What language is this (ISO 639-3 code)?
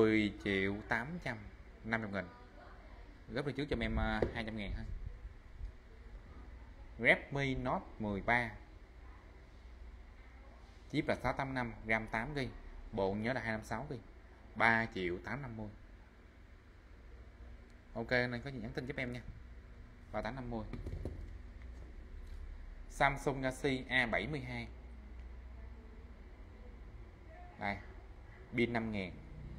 vie